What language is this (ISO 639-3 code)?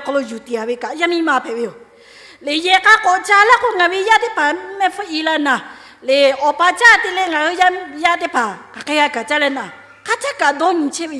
lhu